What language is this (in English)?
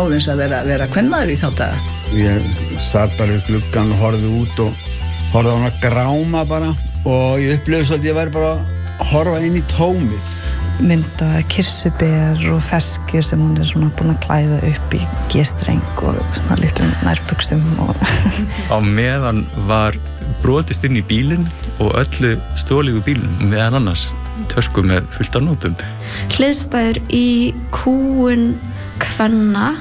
Icelandic